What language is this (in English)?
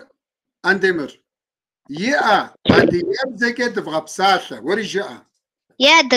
Kabardian